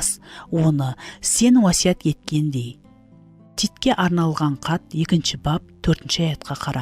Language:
Kara-Kalpak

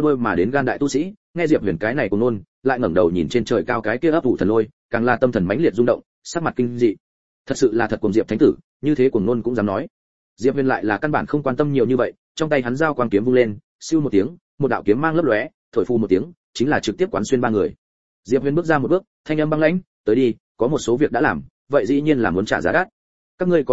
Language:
Vietnamese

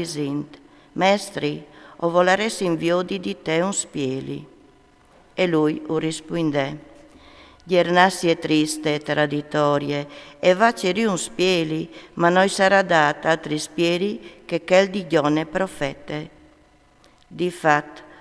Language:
Friulian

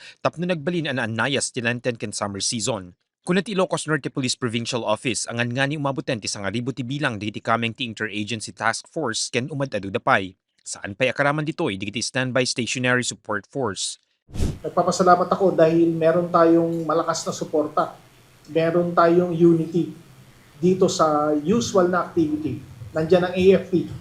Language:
Iloko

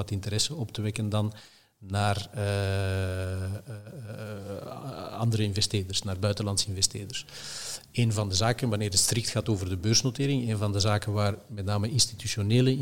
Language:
Dutch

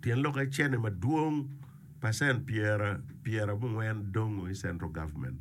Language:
Acoli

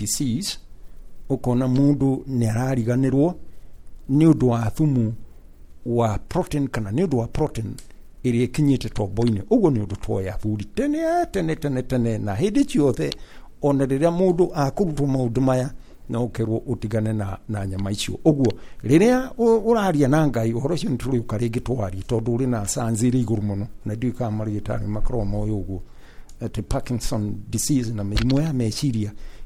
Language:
Kikuyu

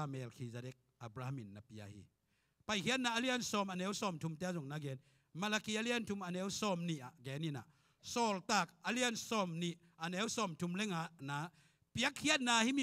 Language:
Tedim Chin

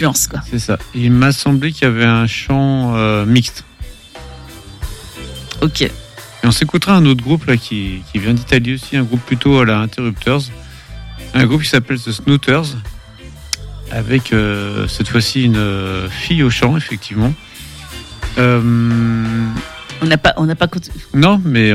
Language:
French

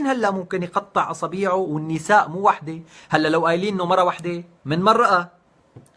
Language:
North Levantine Arabic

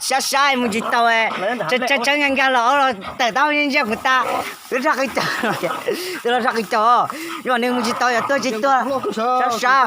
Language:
Hmong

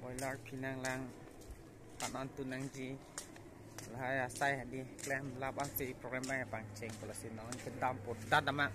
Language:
Karbi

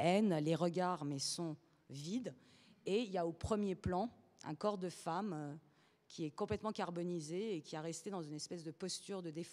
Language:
French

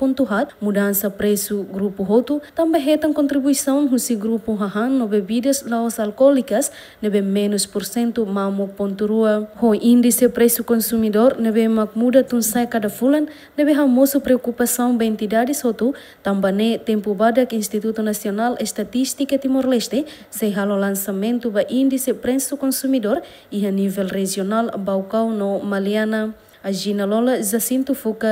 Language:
Tetum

